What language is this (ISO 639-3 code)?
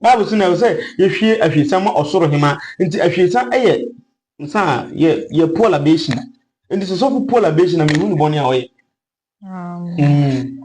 aka